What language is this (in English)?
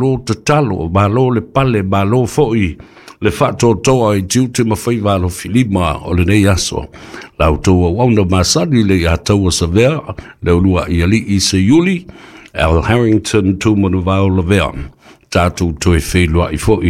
Samoan